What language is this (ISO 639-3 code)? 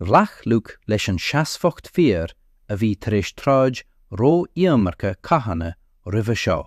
gle